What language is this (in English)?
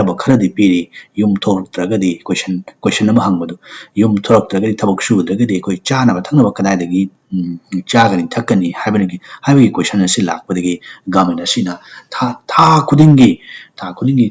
Manipuri